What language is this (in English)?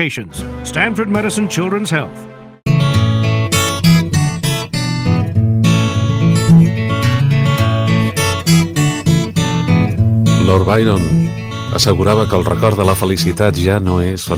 Catalan